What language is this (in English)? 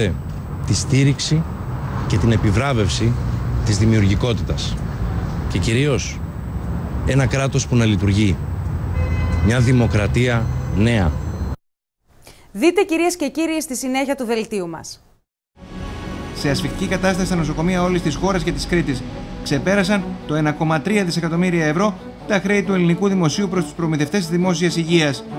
Greek